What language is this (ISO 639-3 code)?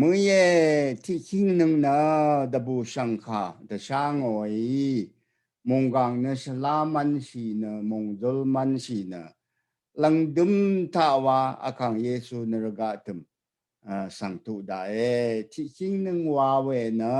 raw